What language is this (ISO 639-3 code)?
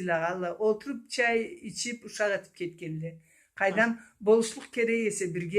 krc